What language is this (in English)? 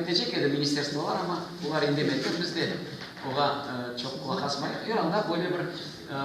Crimean Tatar